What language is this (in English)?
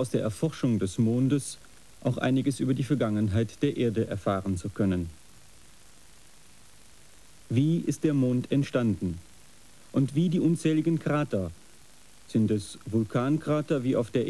German